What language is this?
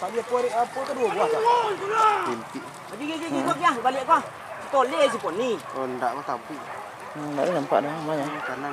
Minangkabau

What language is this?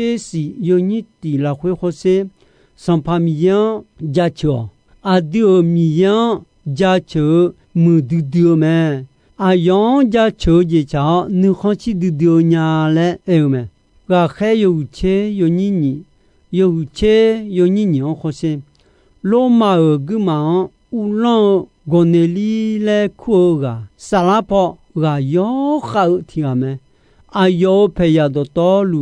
Akha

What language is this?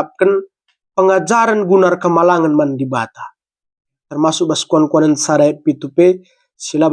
Batak Karo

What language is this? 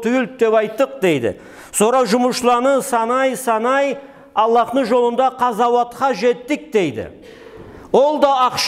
Karachay-Balkar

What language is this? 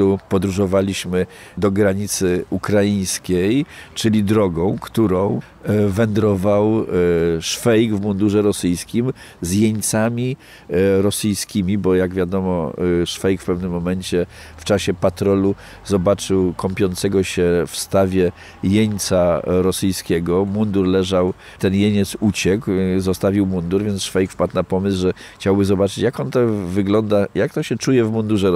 Polish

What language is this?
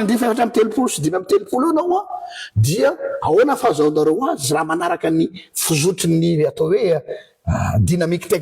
Malagasy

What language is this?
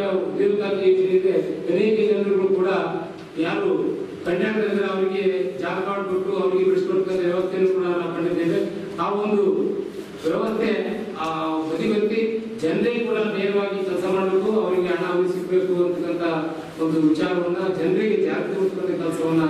Kannada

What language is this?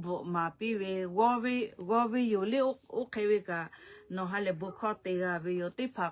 Lahu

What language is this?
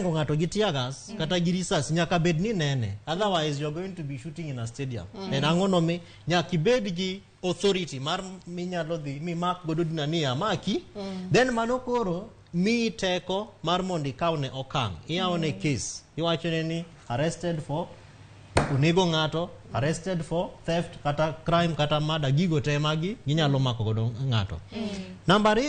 Luo (Kenya and Tanzania)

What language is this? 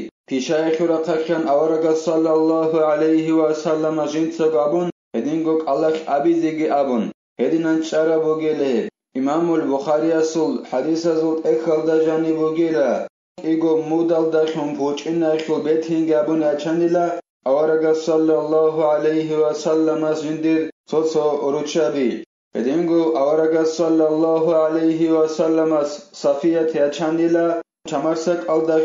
Avaric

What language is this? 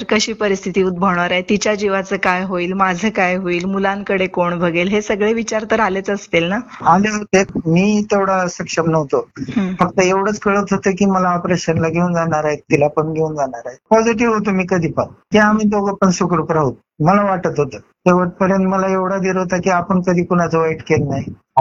Marathi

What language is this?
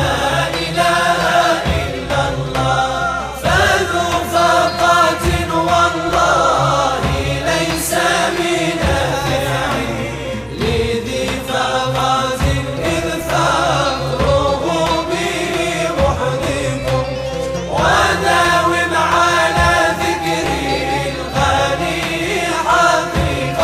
Arabic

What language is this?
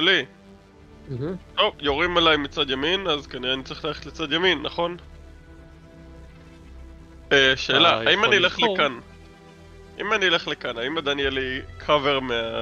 Hebrew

